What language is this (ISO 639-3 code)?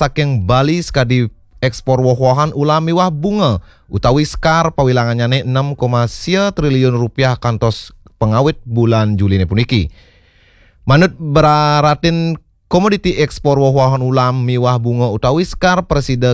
ban